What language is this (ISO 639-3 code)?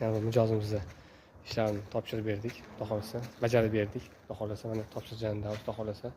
uzb